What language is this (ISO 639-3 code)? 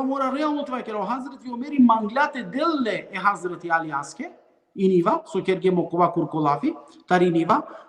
rmn